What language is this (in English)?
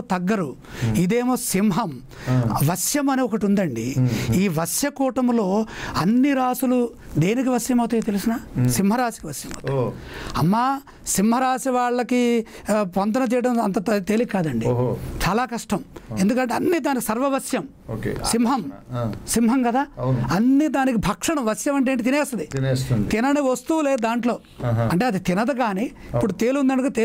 Telugu